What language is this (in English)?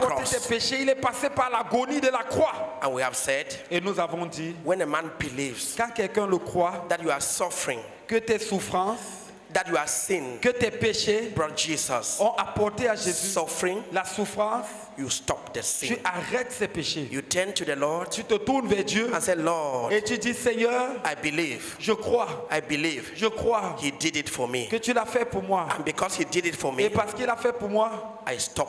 French